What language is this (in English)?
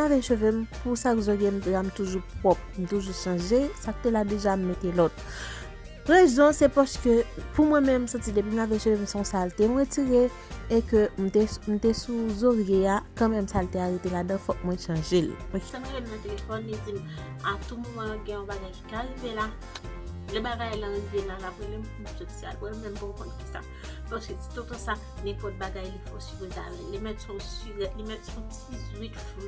Haitian Creole